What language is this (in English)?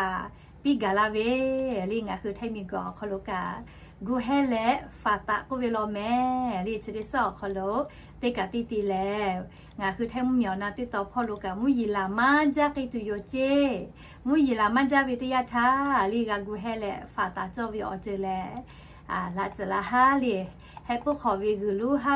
Lahu